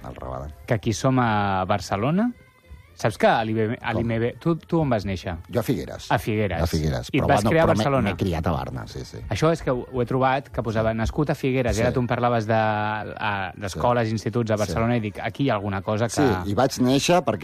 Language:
Catalan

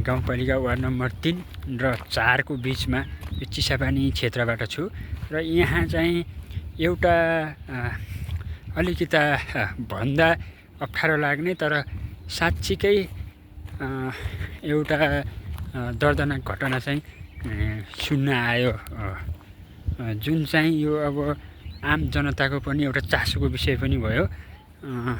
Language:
Nepali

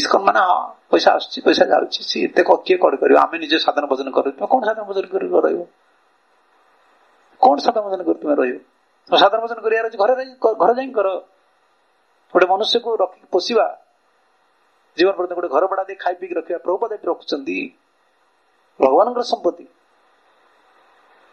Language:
Odia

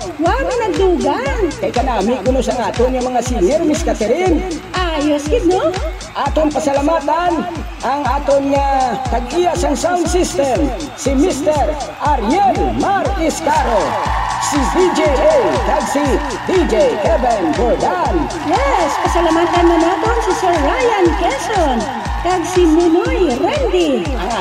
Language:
Hiligaynon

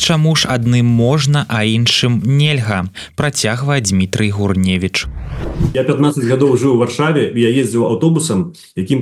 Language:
Belarusian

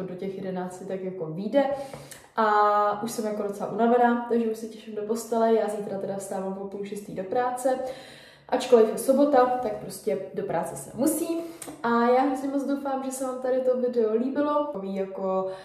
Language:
Czech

